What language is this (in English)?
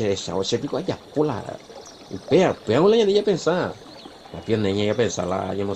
Guarani